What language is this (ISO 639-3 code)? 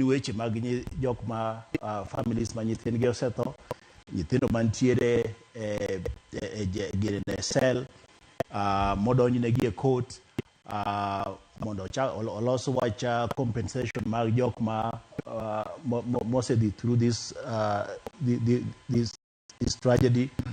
luo